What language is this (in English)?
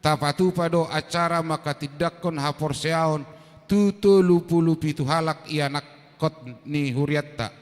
Batak Toba